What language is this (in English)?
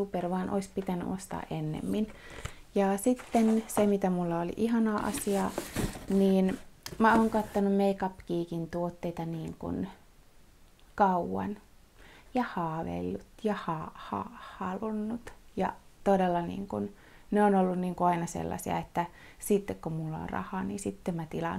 Finnish